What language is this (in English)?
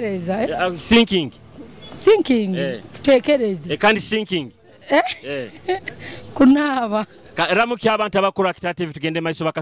Nyoro